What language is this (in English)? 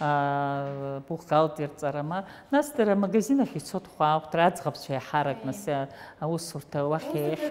Abkhazian